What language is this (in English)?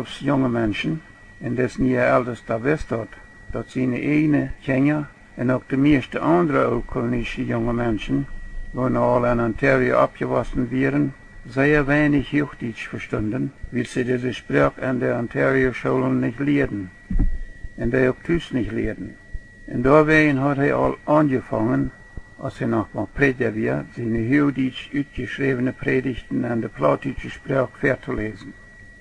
Plautdietsch